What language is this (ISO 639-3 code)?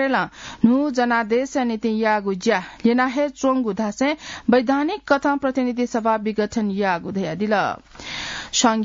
new